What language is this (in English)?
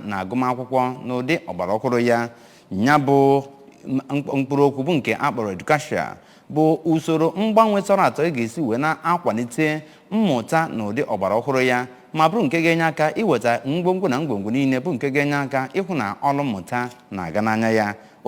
Igbo